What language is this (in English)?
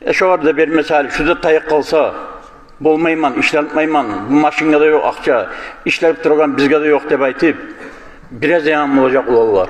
Kumyk